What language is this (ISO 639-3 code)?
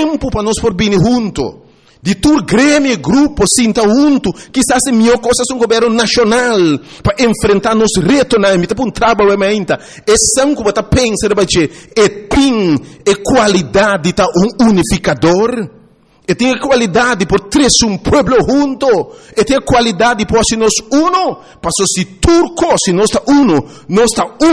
pap